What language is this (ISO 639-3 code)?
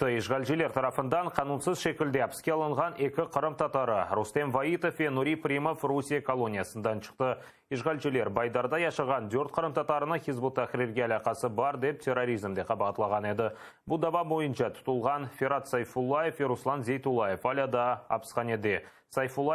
crh